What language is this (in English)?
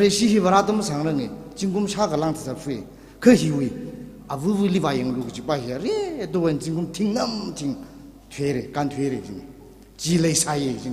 Tangkhul Naga (India)